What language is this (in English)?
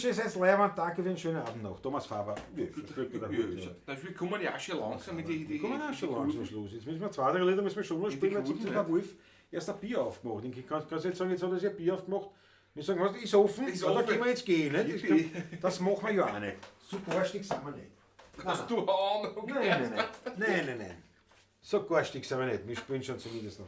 Bavarian